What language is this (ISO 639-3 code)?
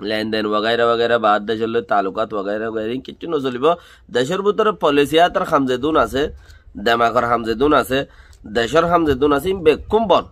rhg